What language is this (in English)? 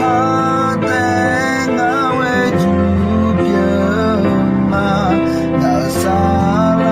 Akha